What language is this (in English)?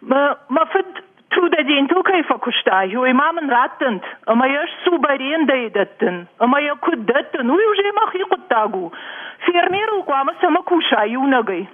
Ossetic